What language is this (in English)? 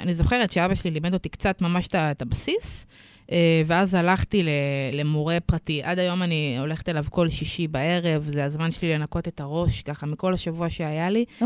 Hebrew